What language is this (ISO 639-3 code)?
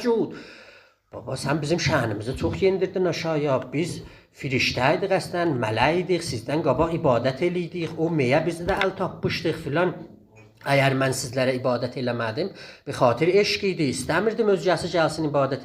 azb